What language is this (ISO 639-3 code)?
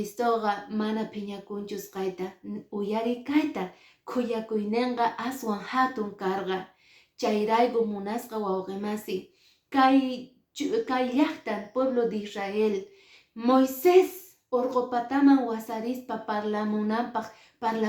que